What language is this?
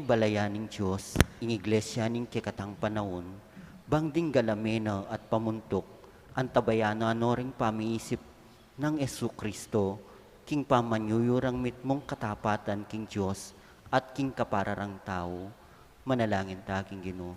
Pampanga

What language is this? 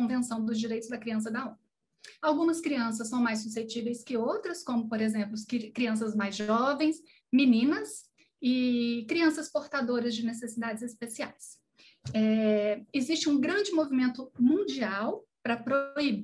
Portuguese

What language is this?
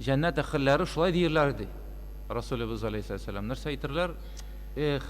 Tatar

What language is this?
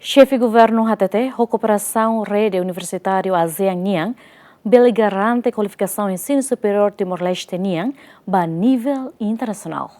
Tetum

